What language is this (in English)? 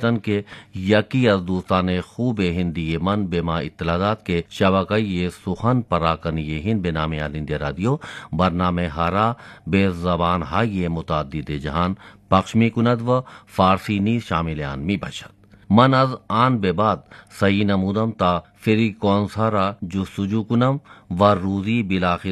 Persian